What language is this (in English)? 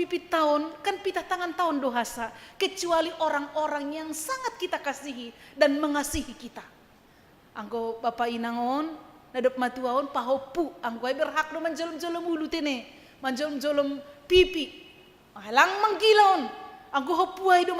Batak Simalungun